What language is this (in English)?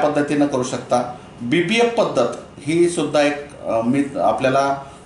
Marathi